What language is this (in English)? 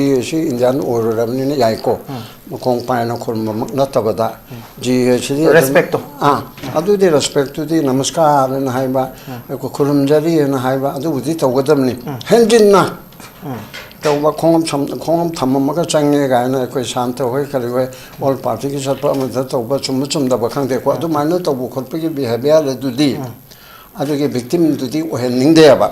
Manipuri